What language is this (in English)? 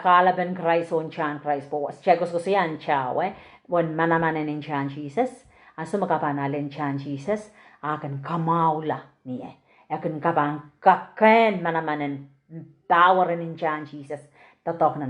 Pohnpeian